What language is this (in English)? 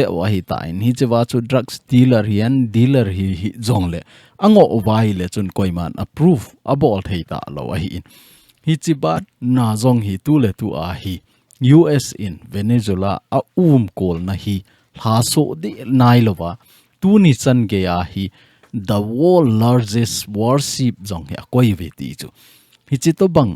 Thado Chin